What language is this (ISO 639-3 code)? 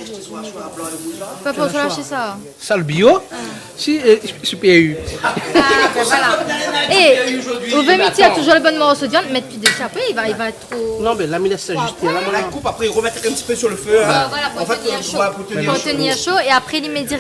rcf